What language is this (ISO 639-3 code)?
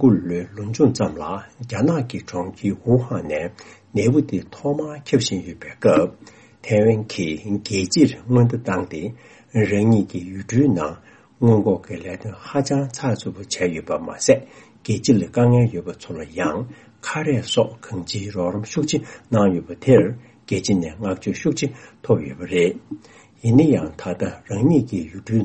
bod